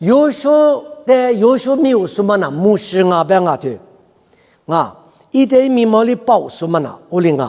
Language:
Lisu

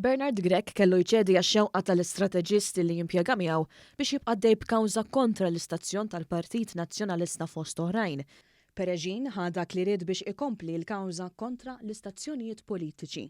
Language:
Maltese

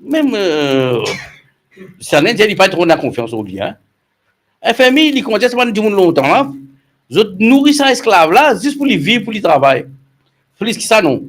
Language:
Morisyen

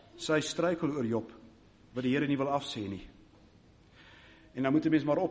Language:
Afrikaans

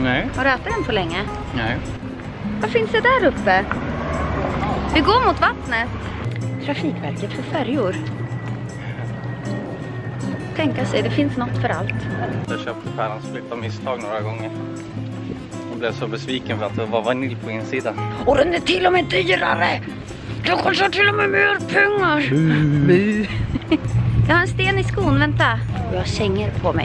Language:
Swedish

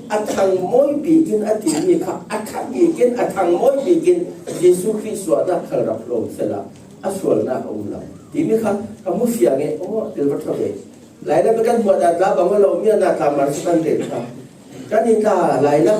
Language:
Falam Chin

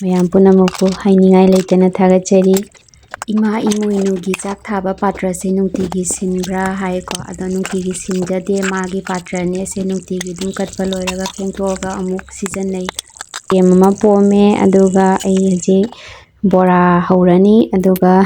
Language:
Manipuri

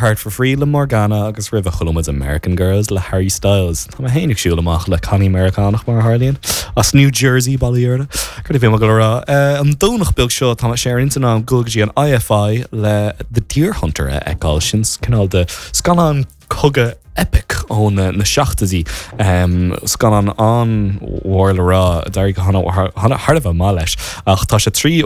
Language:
Irish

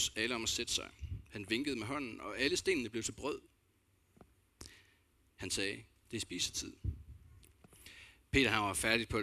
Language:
Danish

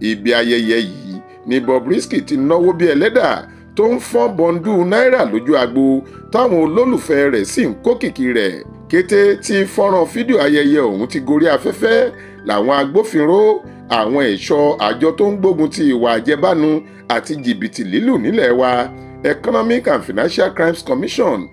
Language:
Yoruba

